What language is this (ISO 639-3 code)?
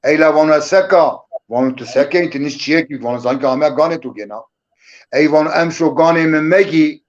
zza